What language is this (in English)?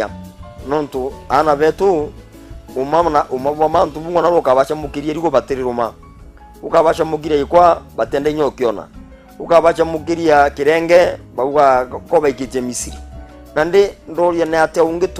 Meru